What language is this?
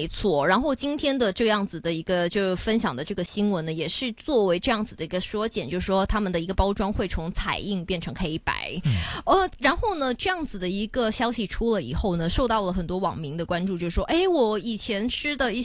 Chinese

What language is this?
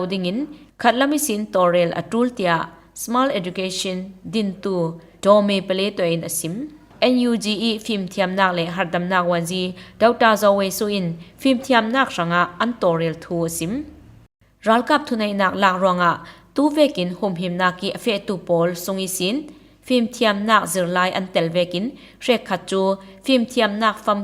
Falam Chin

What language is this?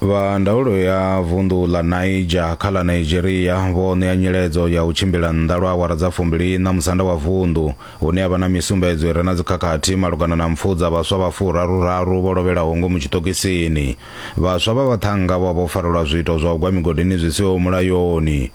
Venda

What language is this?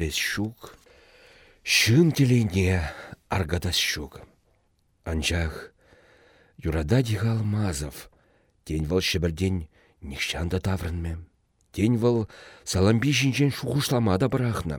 Chuvash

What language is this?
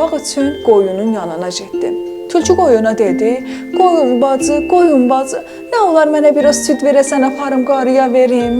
South Azerbaijani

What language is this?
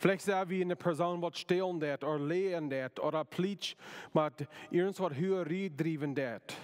Plautdietsch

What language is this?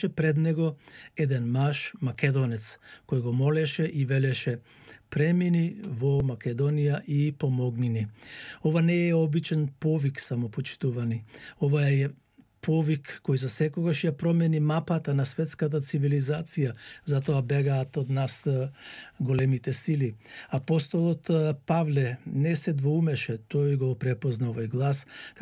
Macedonian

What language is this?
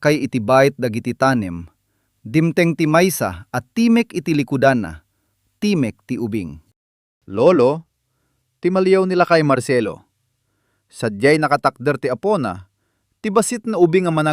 Iloko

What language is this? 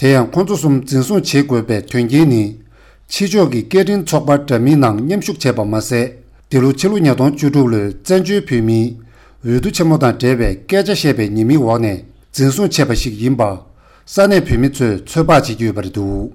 Tibetan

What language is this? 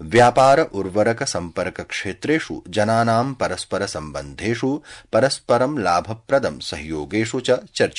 Sanskrit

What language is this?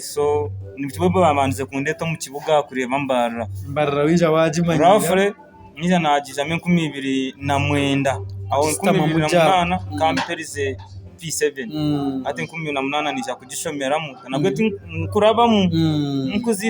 Nyankole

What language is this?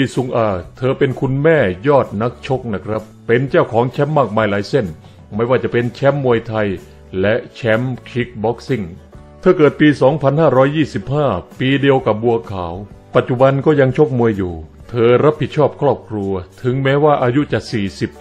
Thai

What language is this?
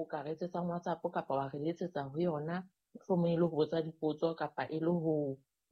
Southern Sotho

